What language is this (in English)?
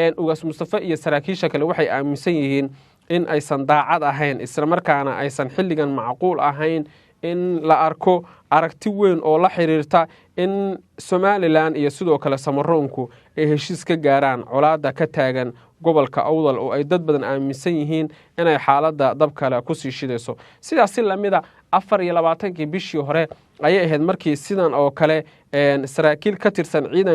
Somali